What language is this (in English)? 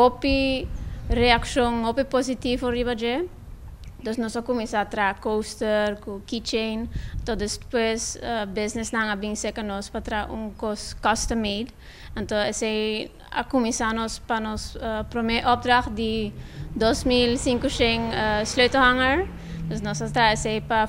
Papiamento